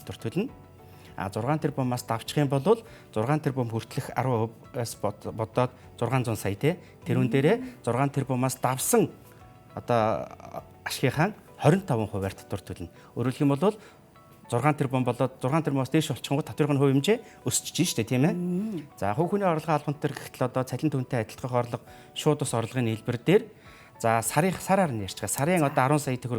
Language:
Mongolian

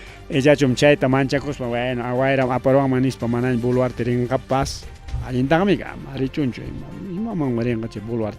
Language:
Ayacucho Quechua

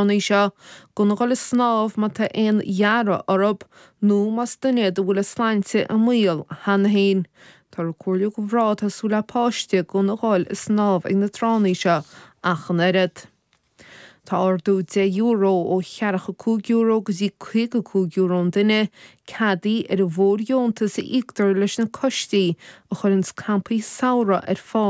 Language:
Irish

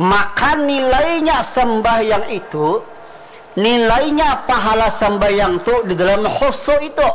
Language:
Banjar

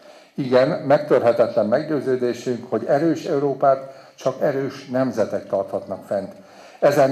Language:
Hungarian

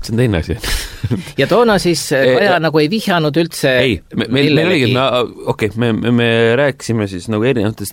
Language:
Estonian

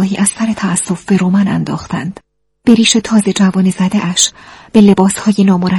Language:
Persian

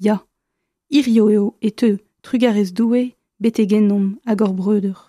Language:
Breton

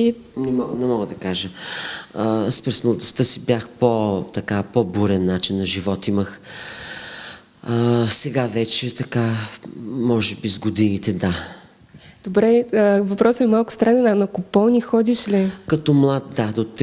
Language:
Bulgarian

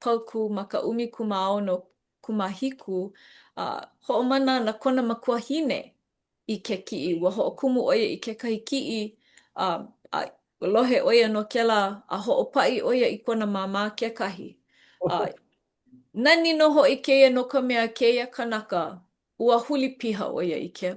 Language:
Hawaiian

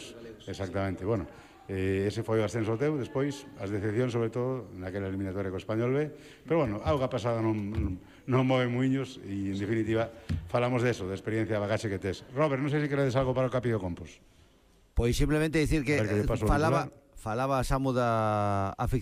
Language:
Galician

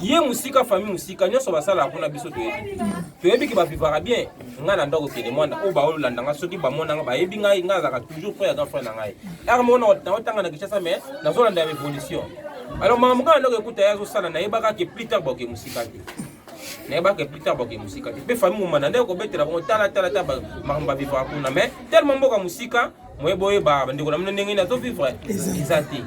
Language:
Lingala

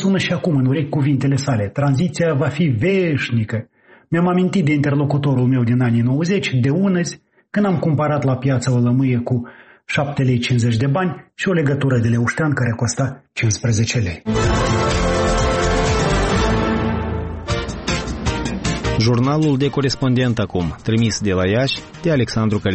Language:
Romanian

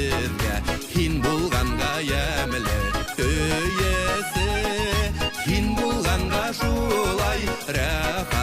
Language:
Bashkir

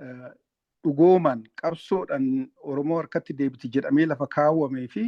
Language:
Oromo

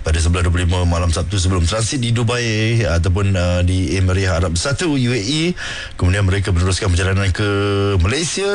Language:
Malay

